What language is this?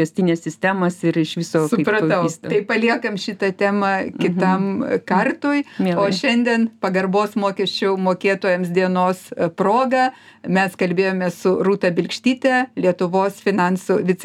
Lithuanian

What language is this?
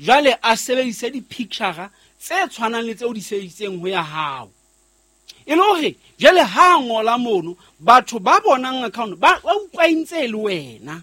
Southern Sotho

